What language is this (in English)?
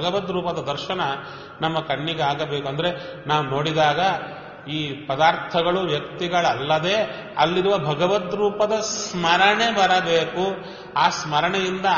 Kannada